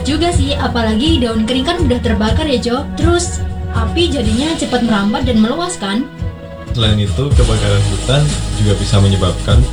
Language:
Indonesian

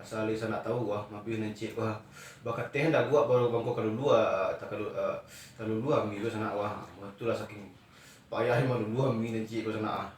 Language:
Minangkabau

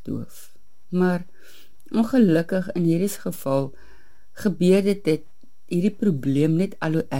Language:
Afrikaans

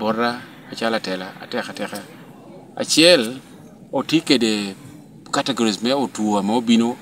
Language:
Lango (Uganda)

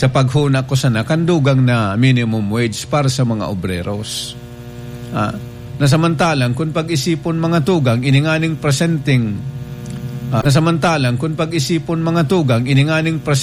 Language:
Bikol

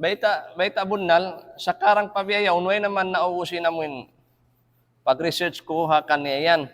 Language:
Tausug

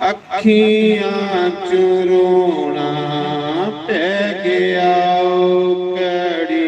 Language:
Dogri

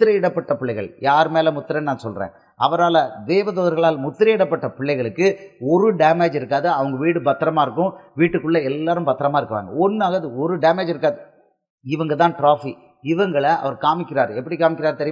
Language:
Tamil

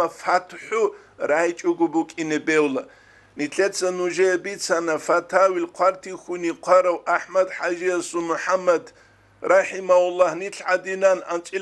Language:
Avaric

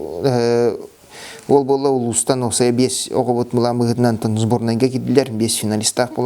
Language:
Yakut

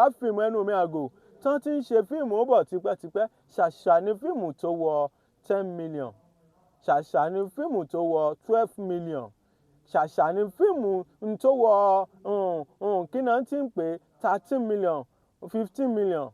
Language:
Yoruba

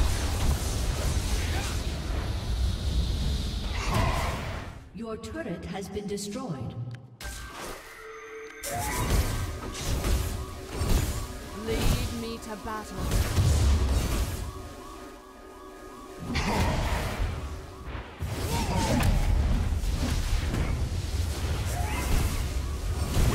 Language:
English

